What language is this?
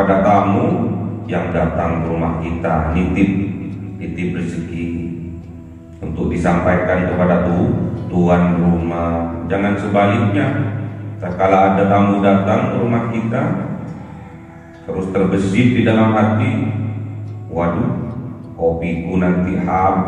Indonesian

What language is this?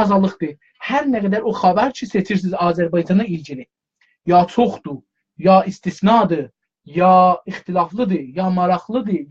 South Azerbaijani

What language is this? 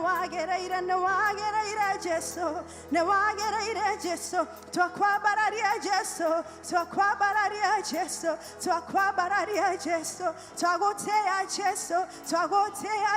Kikuyu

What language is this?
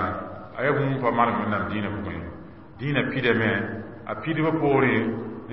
Mossi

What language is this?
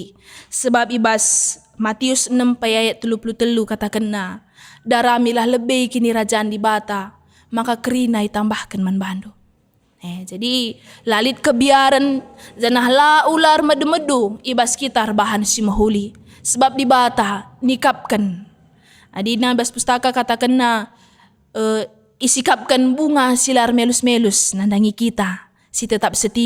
Batak Karo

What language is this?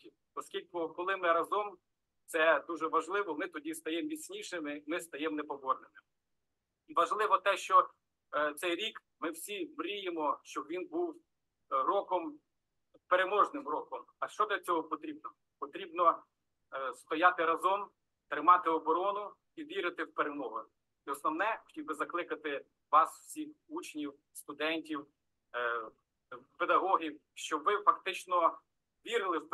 Ukrainian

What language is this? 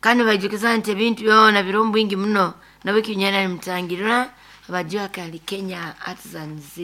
Nyoro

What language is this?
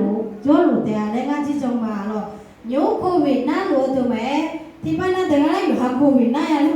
Akha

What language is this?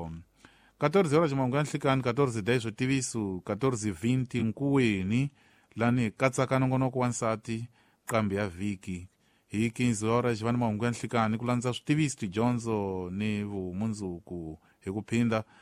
Tsonga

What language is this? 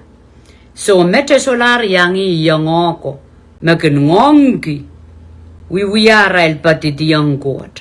Pohnpeian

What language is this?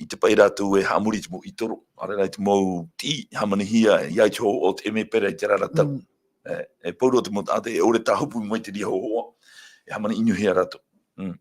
Tahitian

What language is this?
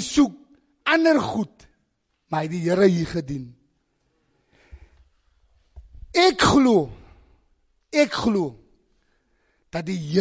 Afrikaans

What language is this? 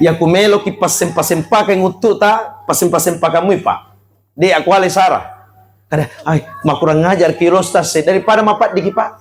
Buginese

